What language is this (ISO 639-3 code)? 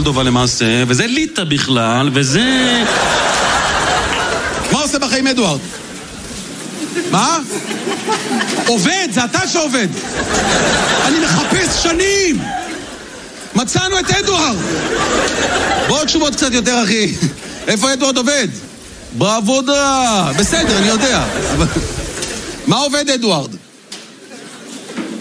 heb